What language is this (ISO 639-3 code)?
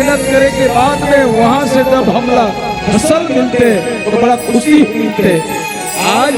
hne